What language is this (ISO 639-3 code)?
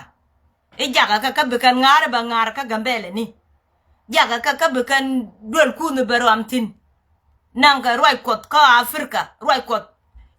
nus